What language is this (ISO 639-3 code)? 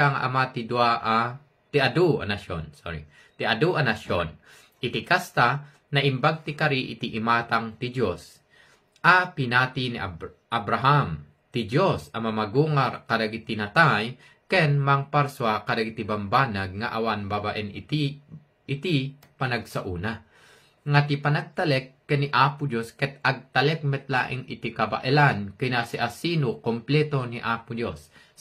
ilo